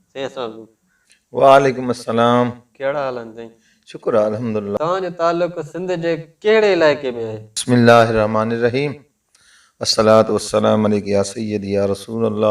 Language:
Sindhi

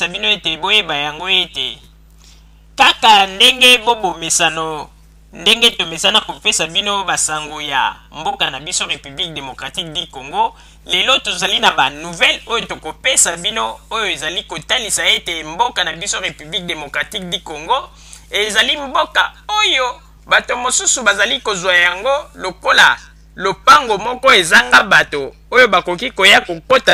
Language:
Lingala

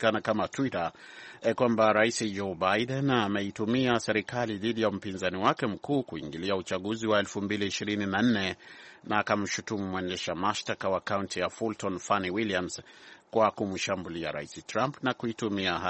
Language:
Swahili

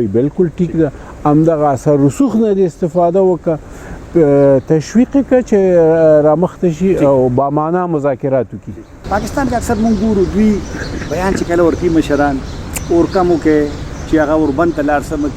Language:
Pashto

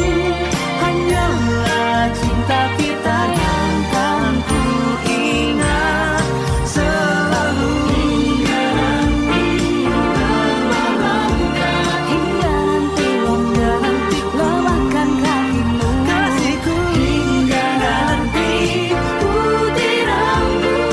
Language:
Indonesian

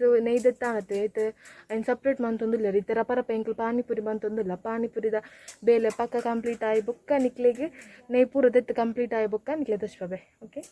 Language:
Tulu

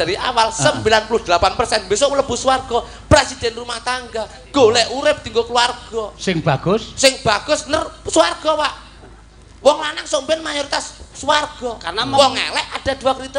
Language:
Javanese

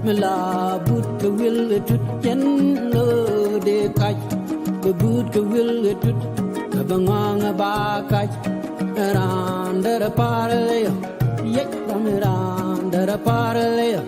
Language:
Nuer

